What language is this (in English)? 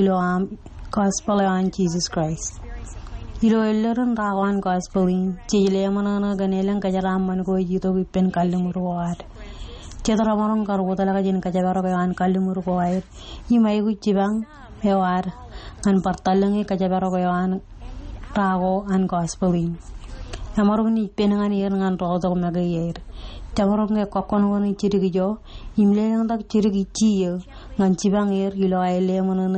Marshallese